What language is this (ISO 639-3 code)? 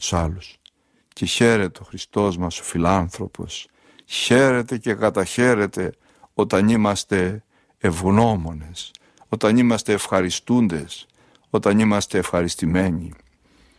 ell